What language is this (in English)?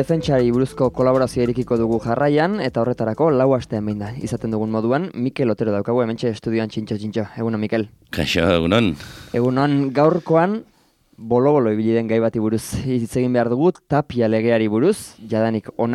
Basque